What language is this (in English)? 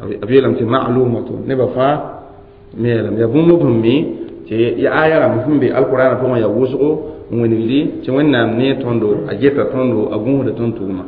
Mossi